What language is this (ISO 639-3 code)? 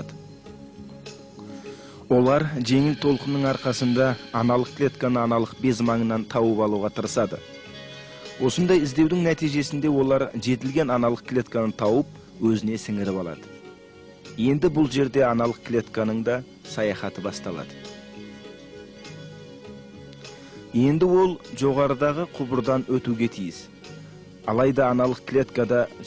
kaz